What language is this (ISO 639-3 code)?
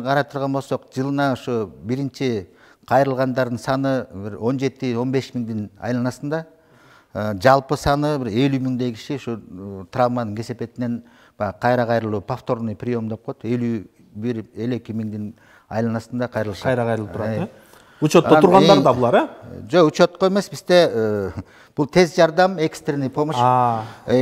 kir